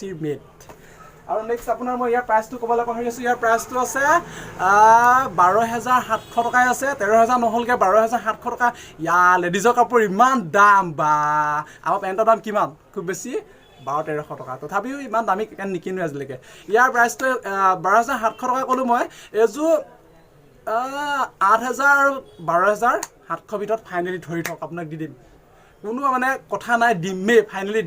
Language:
Assamese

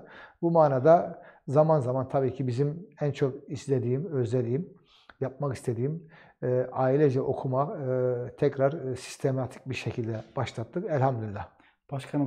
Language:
Turkish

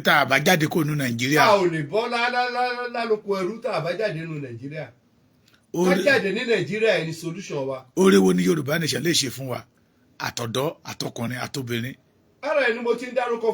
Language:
Yoruba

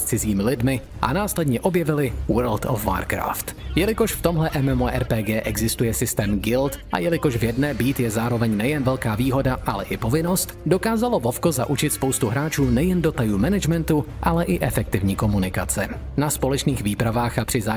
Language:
Czech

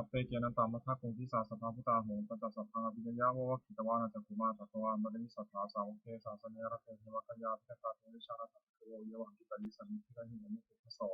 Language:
Pali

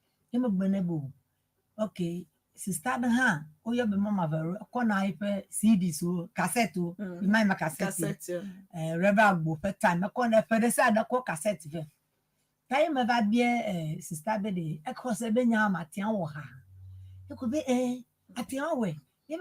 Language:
Ewe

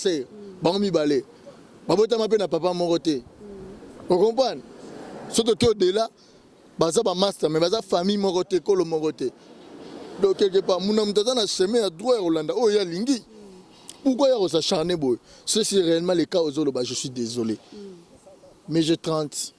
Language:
Lingala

